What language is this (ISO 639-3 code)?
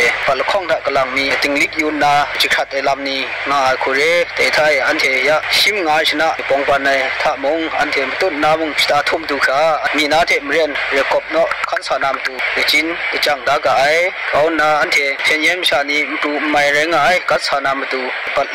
kac